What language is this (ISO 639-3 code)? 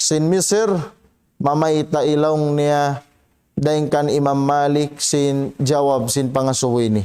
tsg